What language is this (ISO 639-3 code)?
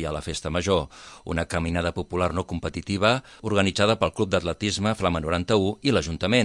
cat